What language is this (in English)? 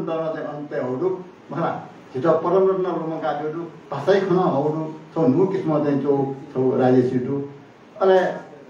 Newari